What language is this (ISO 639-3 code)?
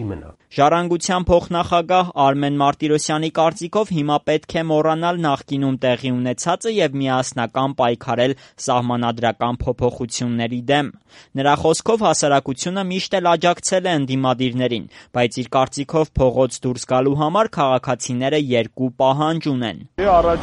hye